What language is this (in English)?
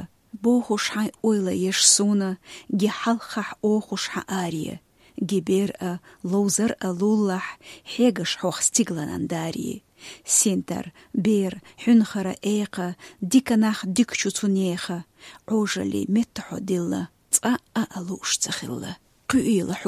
Chechen